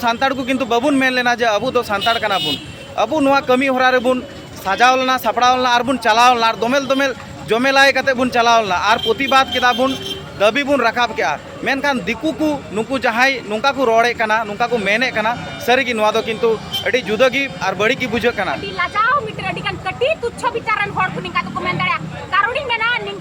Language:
Santali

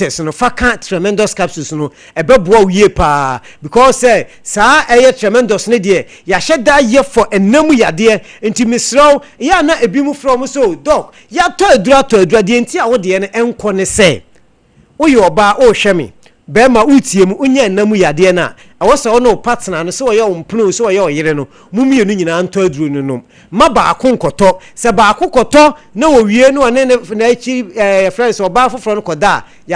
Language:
Akan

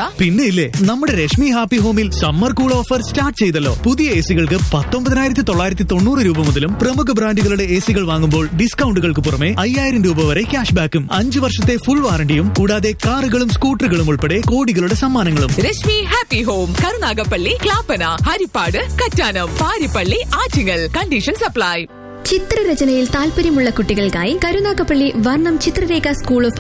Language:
Malayalam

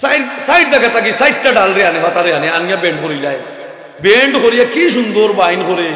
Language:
Sylheti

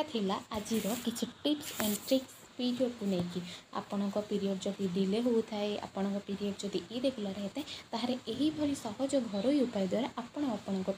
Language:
Odia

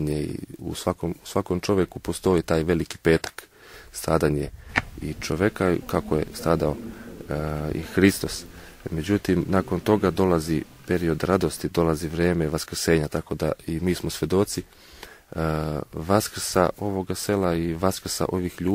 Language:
Serbian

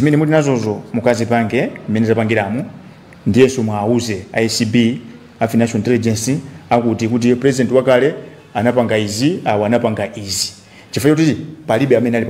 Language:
Nyanja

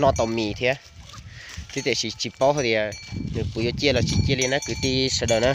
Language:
Hmong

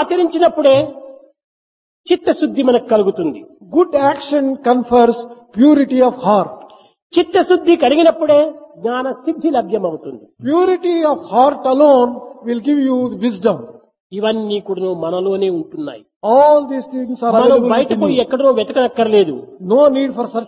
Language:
Telugu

